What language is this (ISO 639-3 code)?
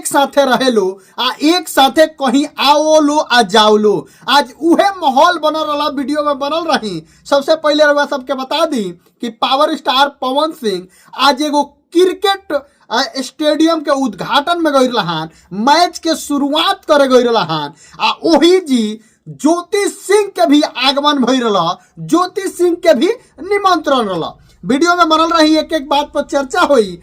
bho